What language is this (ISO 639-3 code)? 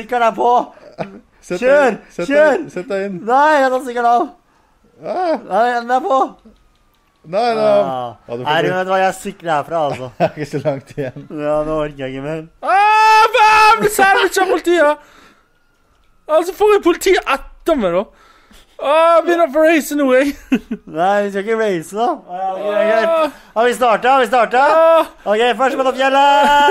nor